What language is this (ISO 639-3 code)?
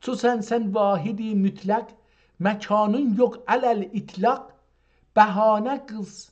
azb